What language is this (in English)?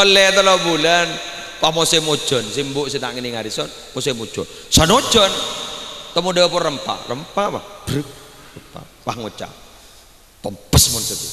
Madurese